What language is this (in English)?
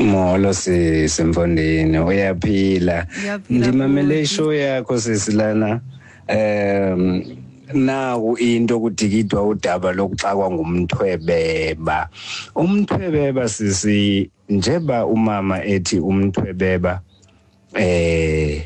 Xhosa